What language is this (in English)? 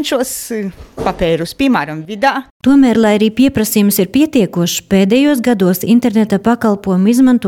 Latvian